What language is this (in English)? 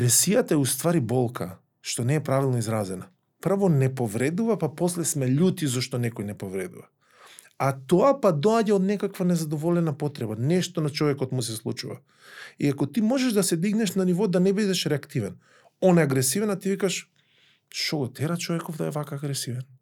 Macedonian